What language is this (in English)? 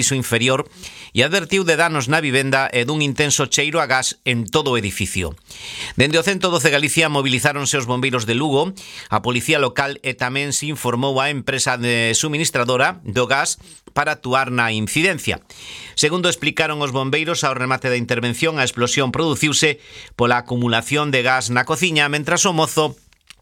Galician